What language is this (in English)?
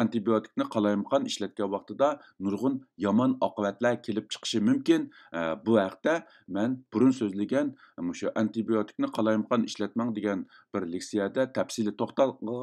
Uyghur